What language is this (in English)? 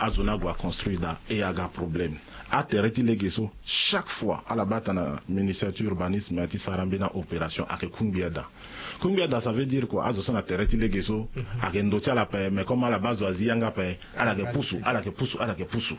Sango